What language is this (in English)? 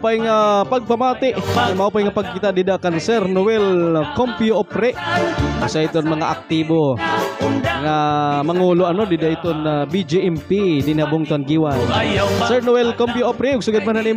Waray